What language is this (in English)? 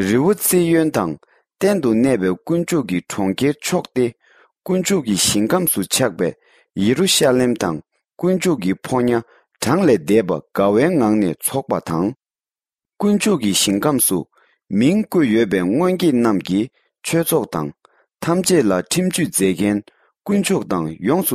Tibetan